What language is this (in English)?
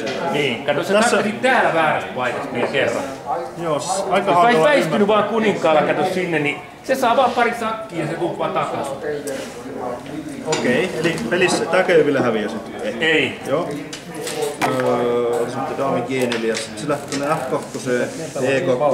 Finnish